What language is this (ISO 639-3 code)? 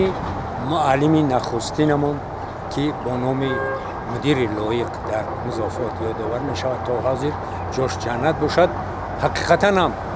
tgk